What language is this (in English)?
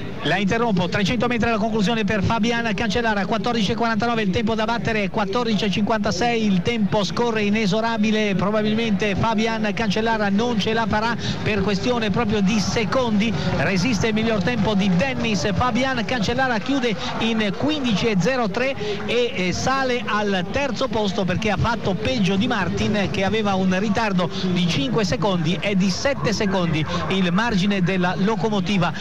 Italian